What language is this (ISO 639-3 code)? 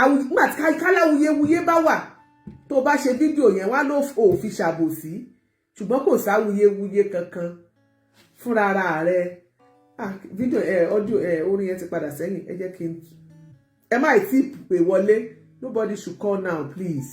yor